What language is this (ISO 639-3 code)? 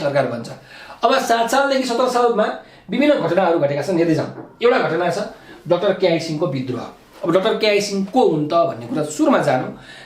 nep